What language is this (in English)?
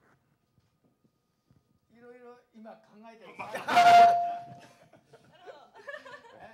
Japanese